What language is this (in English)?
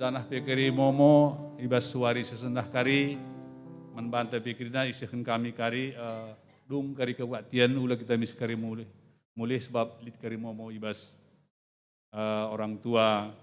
Batak Karo